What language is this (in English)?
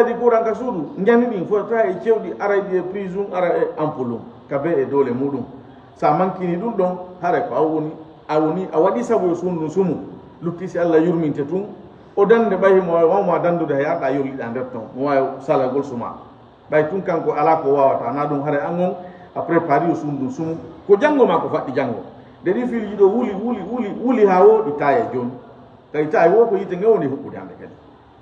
Fula